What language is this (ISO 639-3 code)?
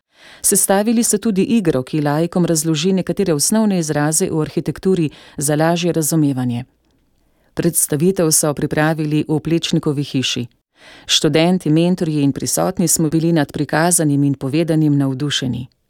slv